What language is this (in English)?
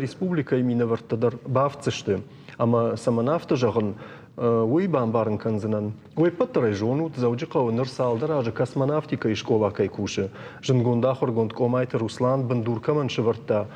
Ossetic